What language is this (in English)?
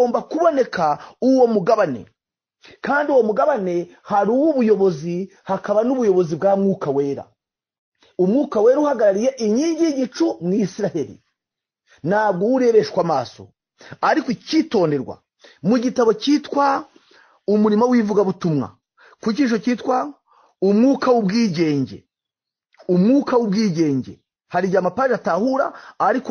Kinyarwanda